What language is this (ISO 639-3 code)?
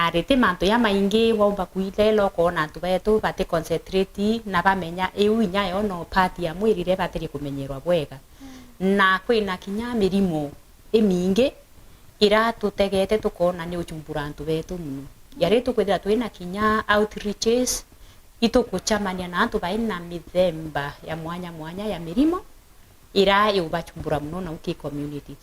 mer